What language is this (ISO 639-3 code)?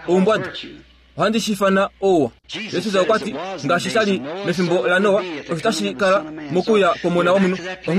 kua